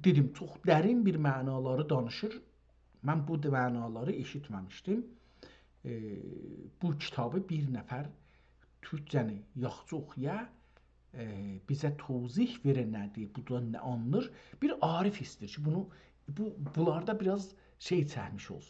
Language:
South Azerbaijani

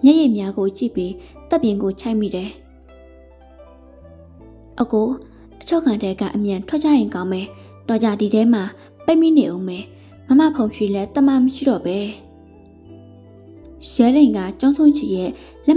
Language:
Burmese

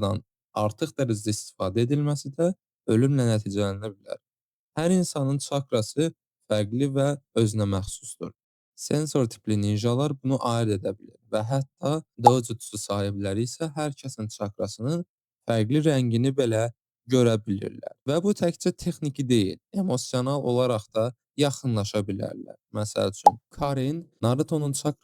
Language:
Azerbaijani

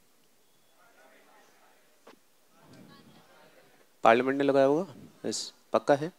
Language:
Hindi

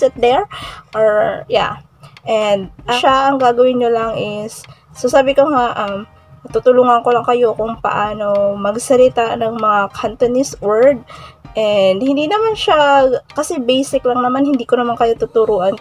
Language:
Filipino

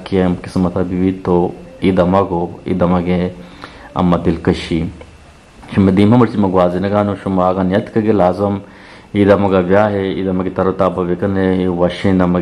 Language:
Eastern Balochi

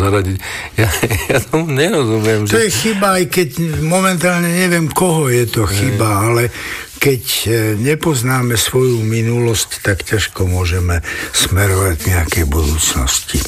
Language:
Slovak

